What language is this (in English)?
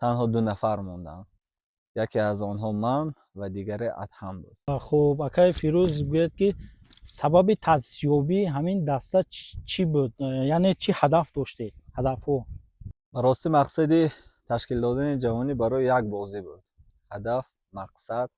Tajik